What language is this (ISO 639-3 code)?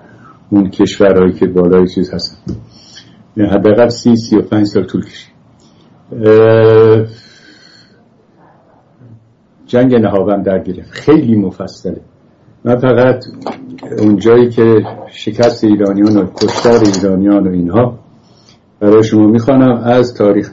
fas